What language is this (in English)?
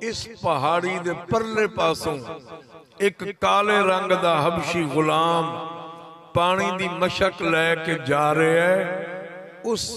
Saraiki